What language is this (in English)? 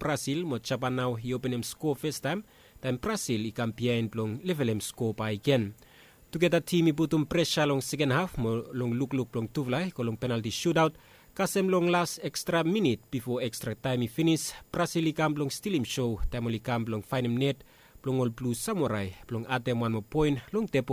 Bislama